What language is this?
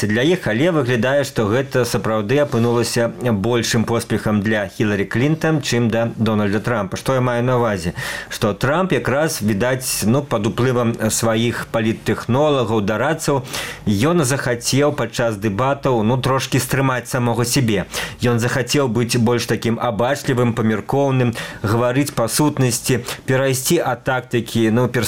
Belarusian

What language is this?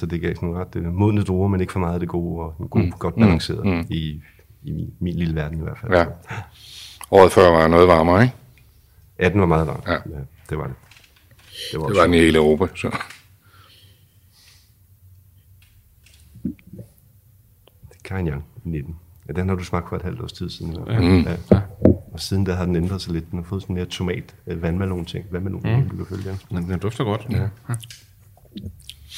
Danish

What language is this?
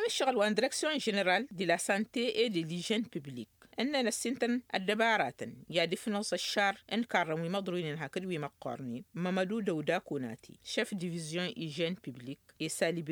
Tamasheq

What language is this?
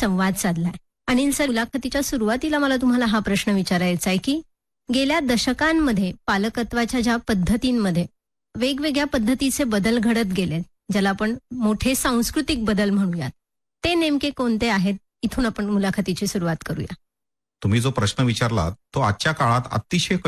Marathi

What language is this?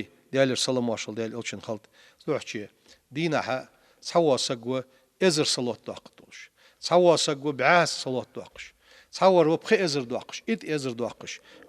Ingush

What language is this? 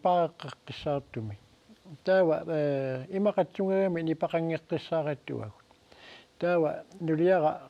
Kalaallisut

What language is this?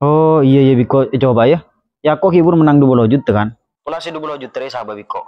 Madurese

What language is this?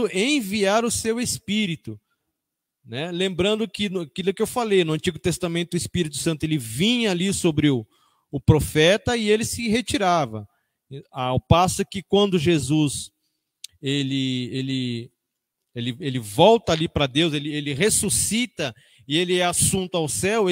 Portuguese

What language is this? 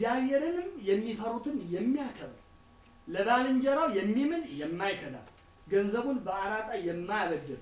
Amharic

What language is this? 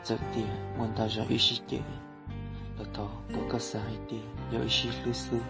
Hmong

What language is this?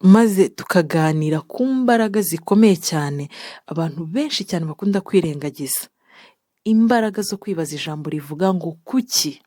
Kinyarwanda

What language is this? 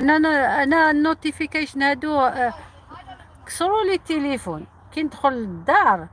Algerian Arabic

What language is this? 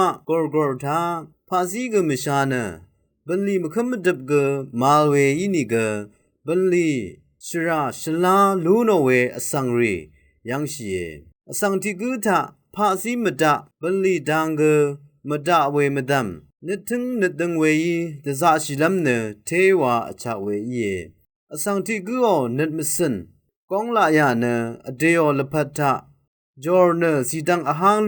Rawang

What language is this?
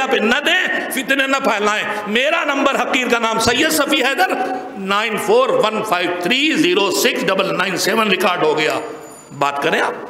Urdu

